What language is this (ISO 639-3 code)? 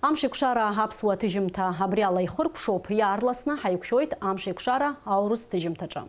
abk